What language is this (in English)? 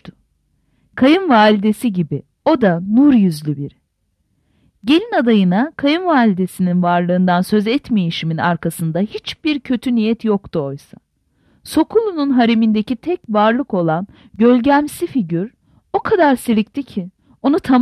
Turkish